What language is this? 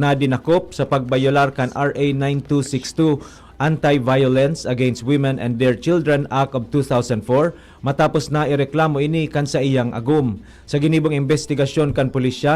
Bikol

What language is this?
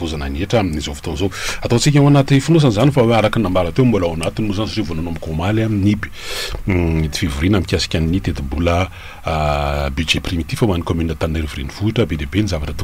Malagasy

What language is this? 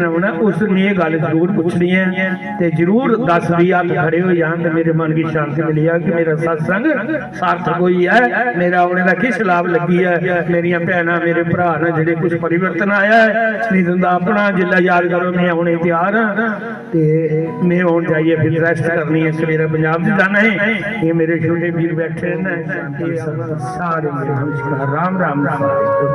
Dogri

